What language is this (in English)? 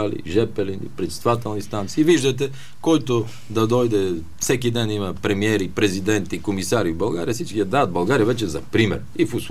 Bulgarian